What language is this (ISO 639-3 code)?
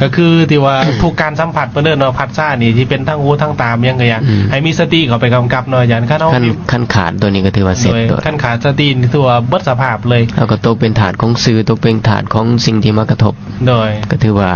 lao